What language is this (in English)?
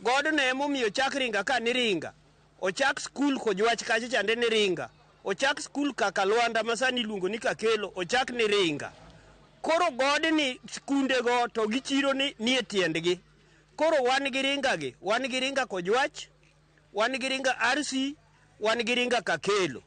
Luo (Kenya and Tanzania)